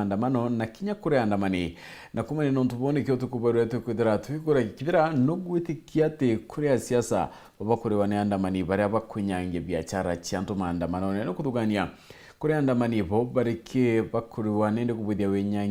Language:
Meru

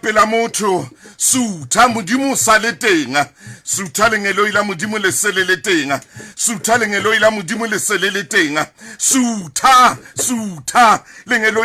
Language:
Southern Sotho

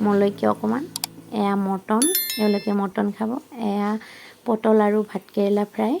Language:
Assamese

